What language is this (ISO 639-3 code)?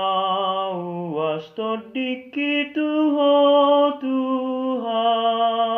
bbc